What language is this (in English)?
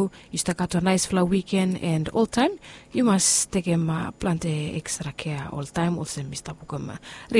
Bislama